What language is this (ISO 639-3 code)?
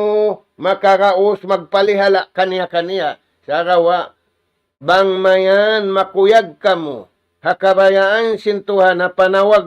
tsg